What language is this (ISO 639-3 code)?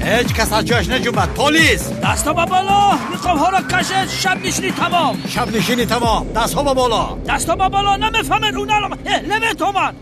tgk